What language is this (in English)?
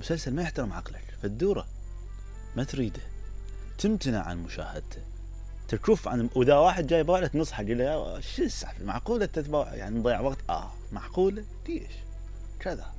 Mesopotamian Arabic